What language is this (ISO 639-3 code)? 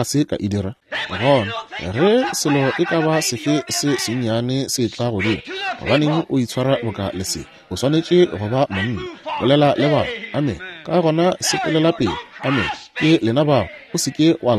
nso